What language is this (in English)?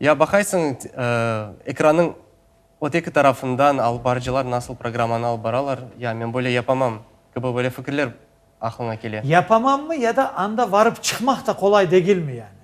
Crimean Tatar